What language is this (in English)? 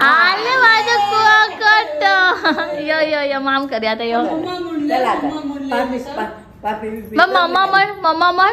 Konkani